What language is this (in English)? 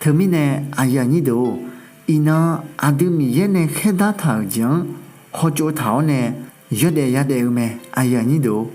Akha